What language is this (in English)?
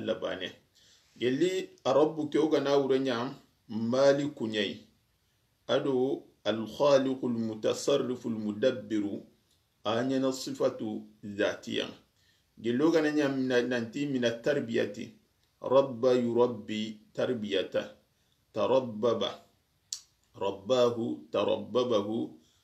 Soninke